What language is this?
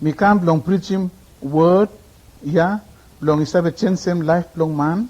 Bislama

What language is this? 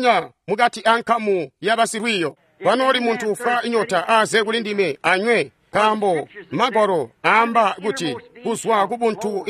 Tonga (Zambia)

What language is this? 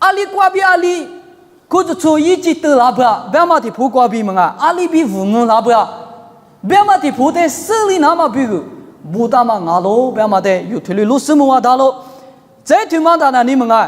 Lisu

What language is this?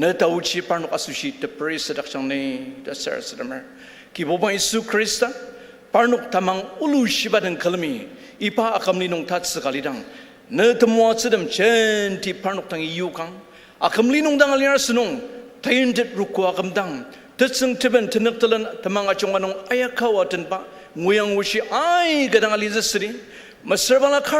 Ao Naga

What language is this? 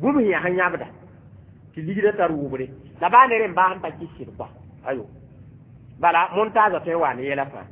Mossi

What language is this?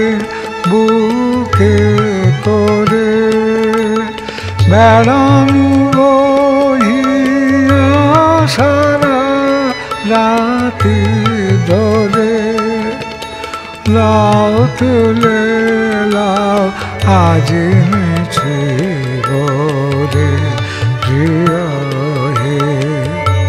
Bangla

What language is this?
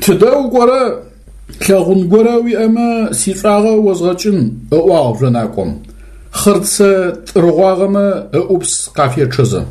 Adyghe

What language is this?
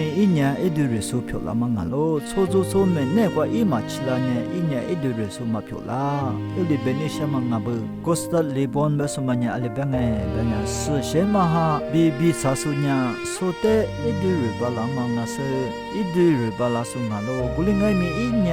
Lisu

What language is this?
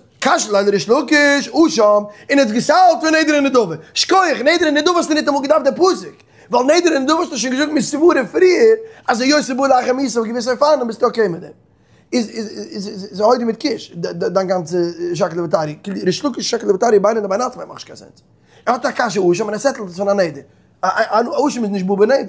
Yiddish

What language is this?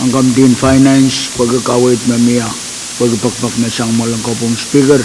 Pohnpeian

